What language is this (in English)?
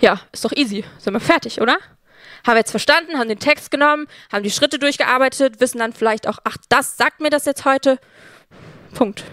Swiss German